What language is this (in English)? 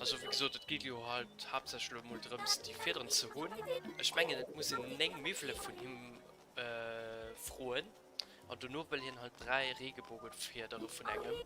Luxembourgish